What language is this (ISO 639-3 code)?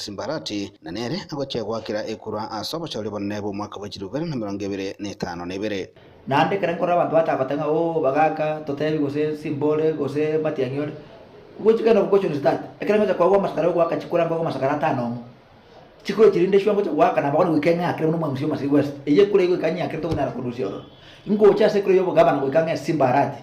guz